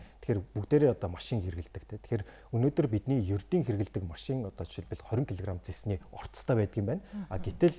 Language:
Mongolian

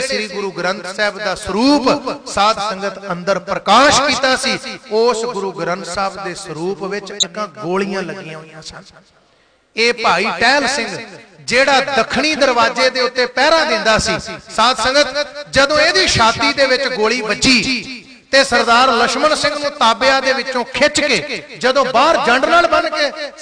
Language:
Punjabi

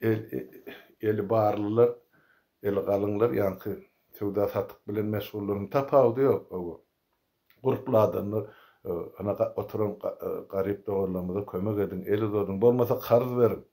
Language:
Turkmen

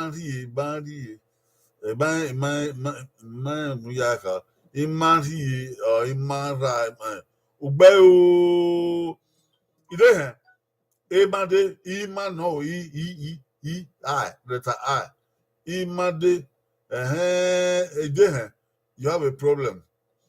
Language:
Bini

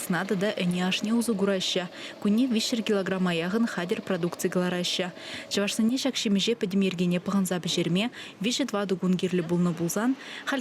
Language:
Chuvash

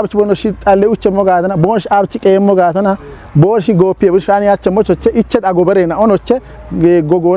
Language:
Kafa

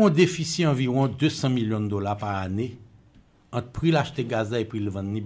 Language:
Haitian Creole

